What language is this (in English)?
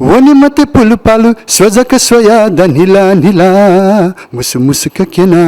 Newari